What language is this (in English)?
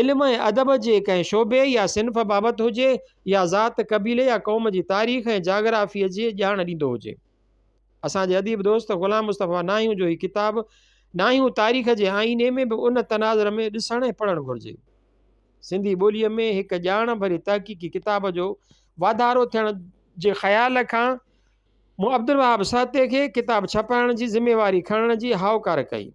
Sindhi